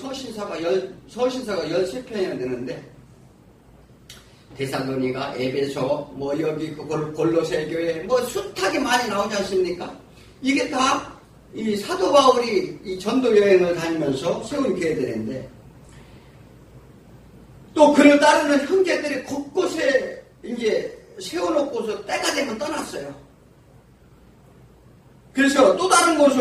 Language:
Korean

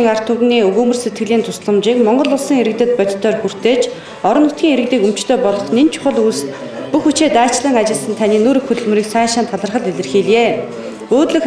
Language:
Mongolian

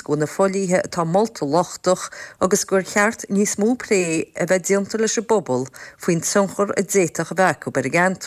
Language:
Irish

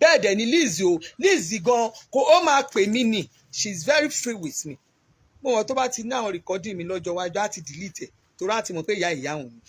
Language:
Yoruba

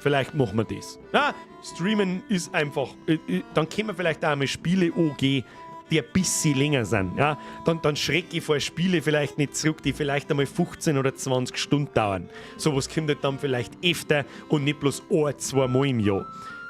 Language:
Bavarian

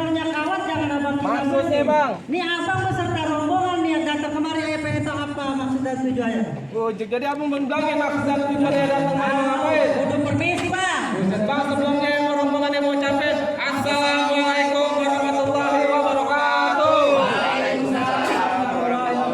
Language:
Betawi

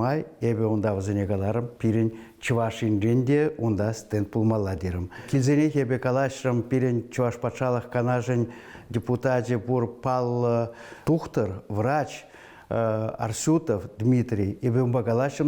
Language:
Chuvash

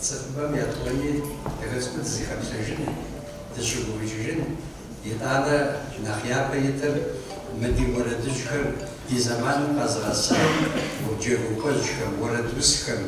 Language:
Kabardian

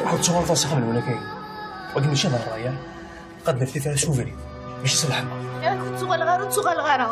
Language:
Kabyle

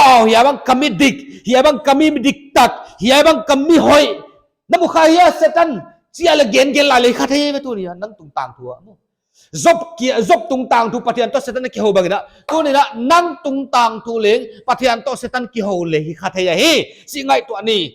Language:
Paite Chin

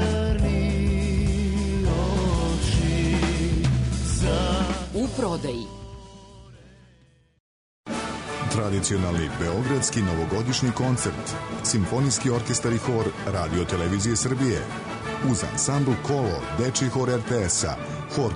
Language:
Serbian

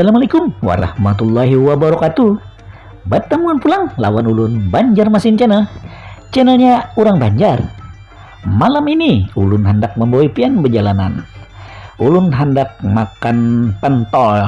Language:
Banjar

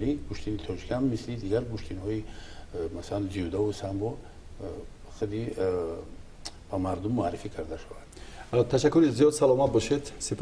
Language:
Tajik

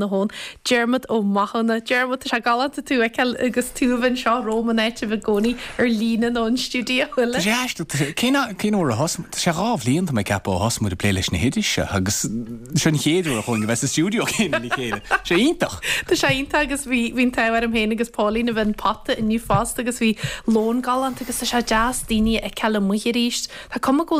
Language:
Irish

